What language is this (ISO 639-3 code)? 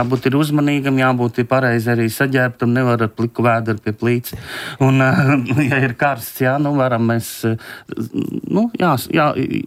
lav